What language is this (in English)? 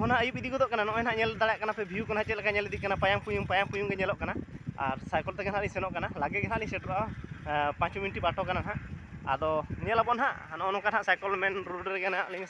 Santali